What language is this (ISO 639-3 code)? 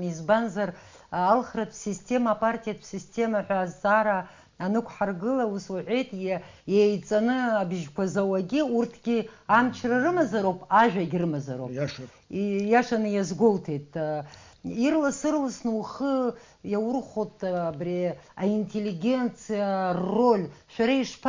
abk